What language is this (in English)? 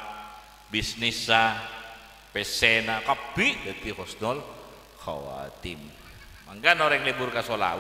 Madurese